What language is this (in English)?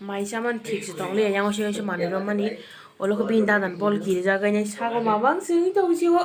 Kok Borok